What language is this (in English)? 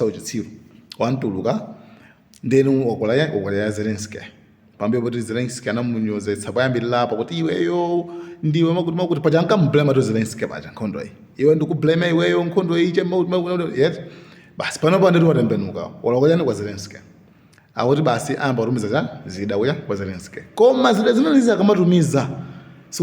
Nyanja